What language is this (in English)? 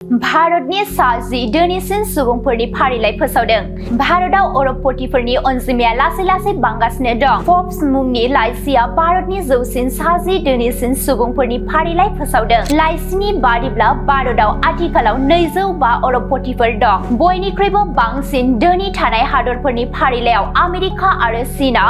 Bodo